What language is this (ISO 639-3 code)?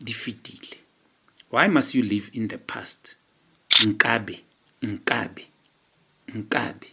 sot